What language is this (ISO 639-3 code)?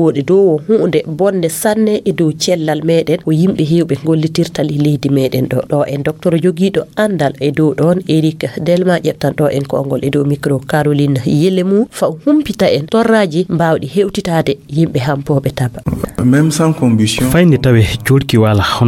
ful